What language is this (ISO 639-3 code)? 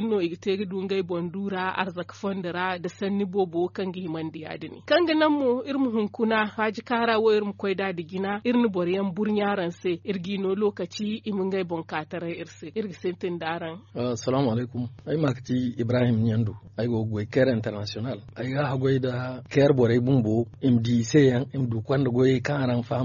dje